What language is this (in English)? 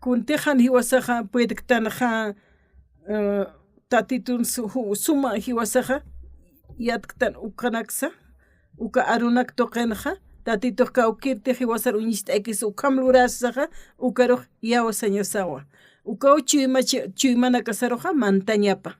Aymara